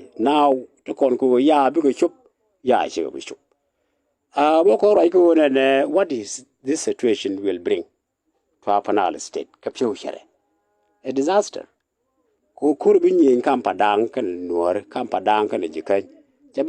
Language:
Nuer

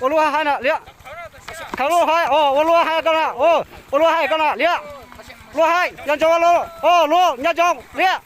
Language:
Hmong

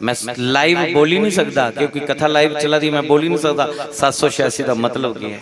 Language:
Dogri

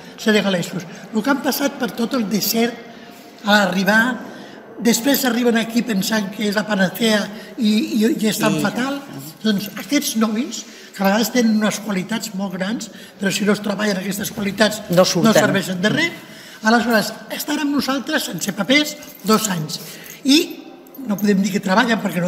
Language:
Catalan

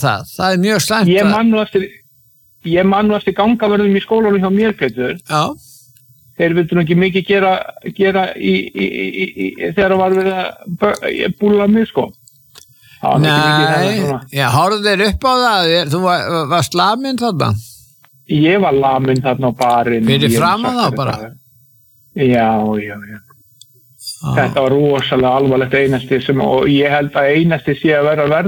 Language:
Icelandic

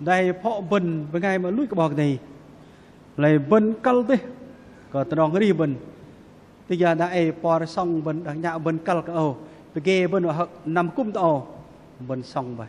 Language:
Bahnar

